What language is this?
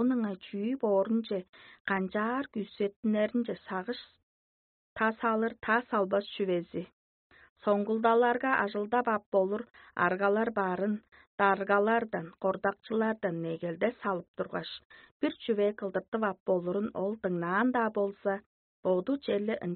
Tuvinian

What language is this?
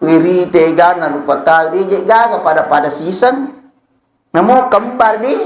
Buginese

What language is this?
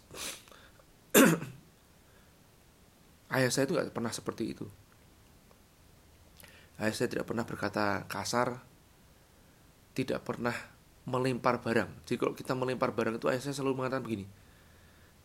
Indonesian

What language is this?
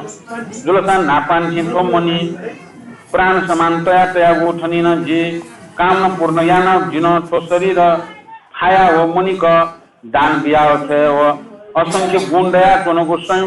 Newari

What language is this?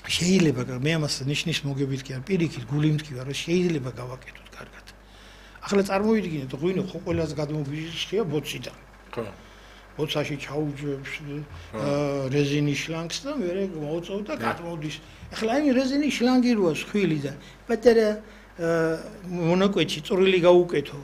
Georgian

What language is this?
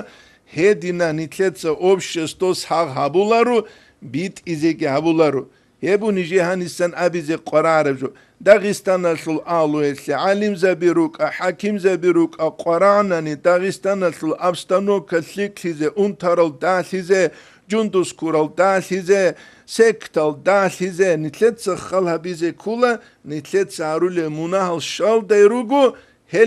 Avaric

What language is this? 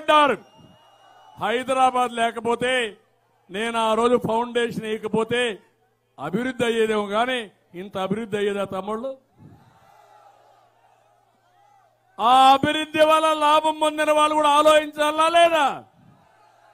Telugu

